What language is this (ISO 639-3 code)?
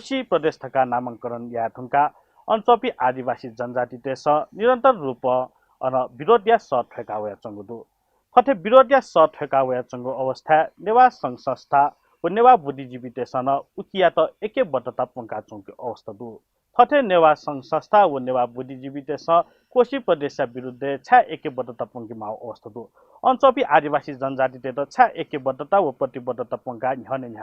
new